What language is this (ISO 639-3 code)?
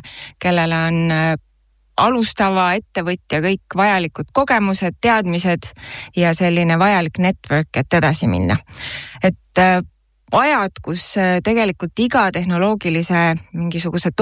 est